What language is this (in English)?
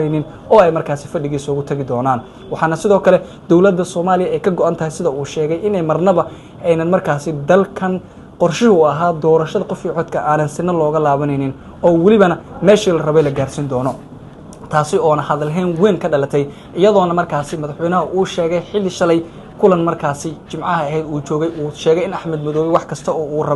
Somali